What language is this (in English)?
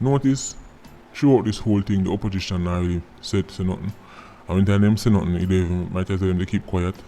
Jamaican Creole English